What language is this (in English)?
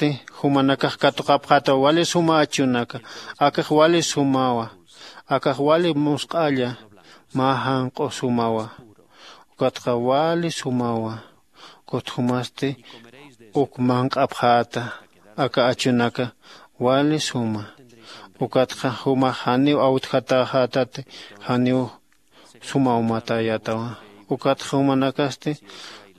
Aymara